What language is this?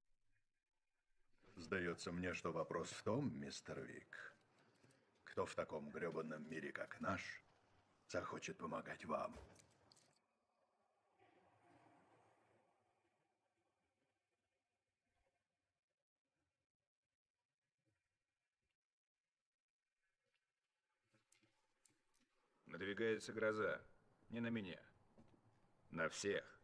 Russian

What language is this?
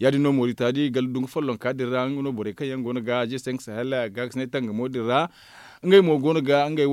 Zarma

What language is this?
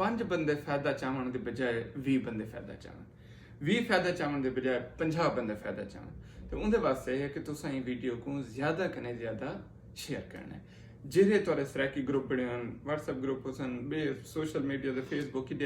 Saraiki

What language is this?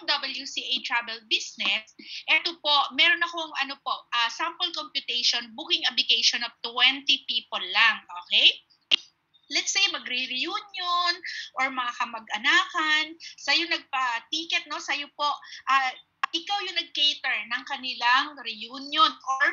Filipino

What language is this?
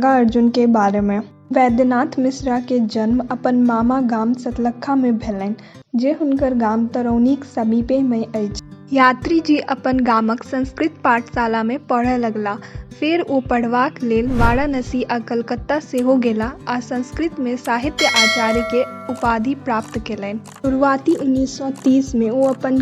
Maithili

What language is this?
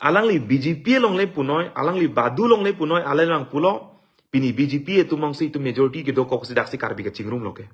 Karbi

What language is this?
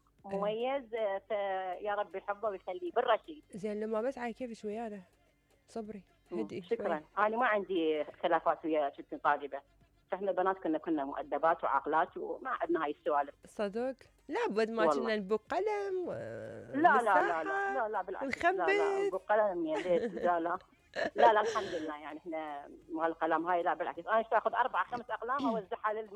Mesopotamian Arabic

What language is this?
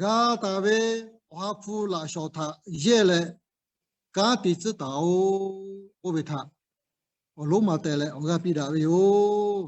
Lahu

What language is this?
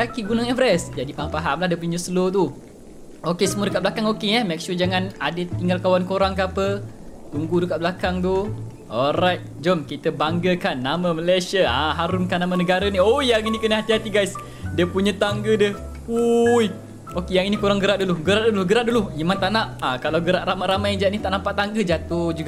Malay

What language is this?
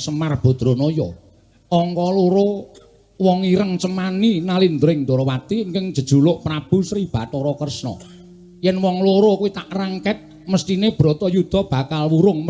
Javanese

